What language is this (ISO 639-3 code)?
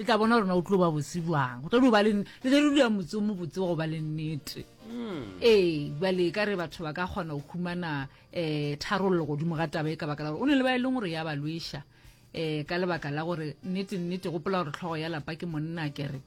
nso